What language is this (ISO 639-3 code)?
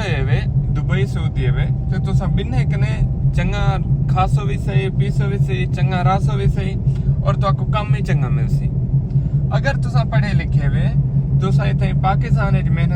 skr